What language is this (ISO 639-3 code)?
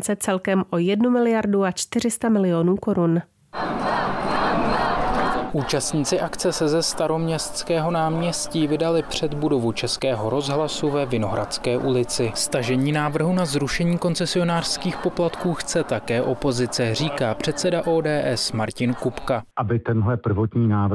ces